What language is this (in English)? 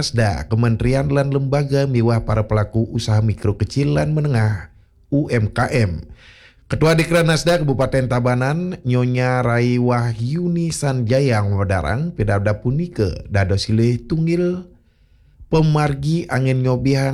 Balinese